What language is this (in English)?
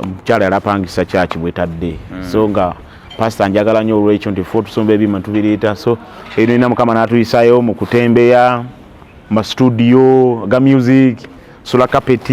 Ganda